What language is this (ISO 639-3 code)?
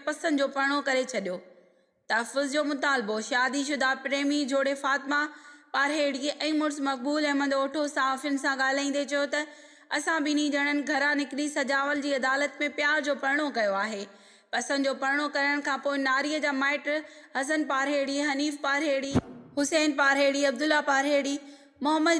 snd